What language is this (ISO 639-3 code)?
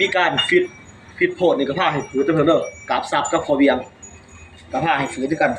tts